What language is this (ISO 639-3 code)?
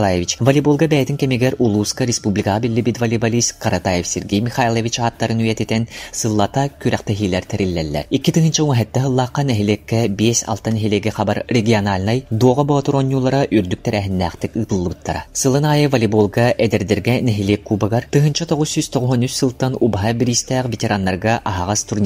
sah